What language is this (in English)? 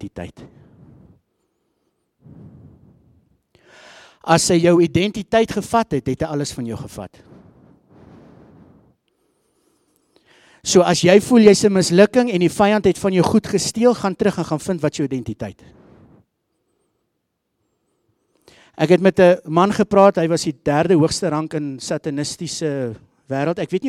Afrikaans